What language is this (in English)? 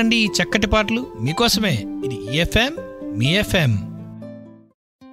Telugu